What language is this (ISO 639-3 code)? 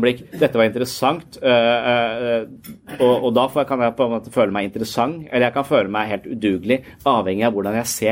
nor